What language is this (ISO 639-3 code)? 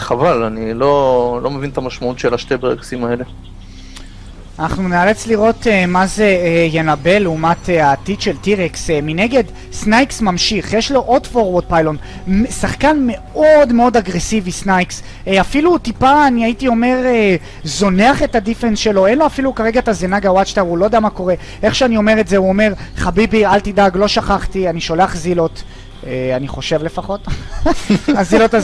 heb